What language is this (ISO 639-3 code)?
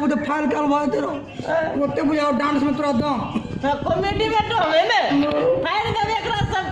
mai